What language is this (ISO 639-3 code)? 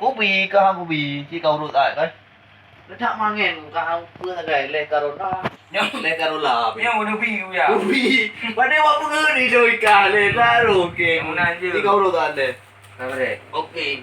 ace